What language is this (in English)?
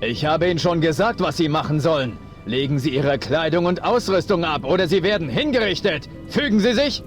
Bavarian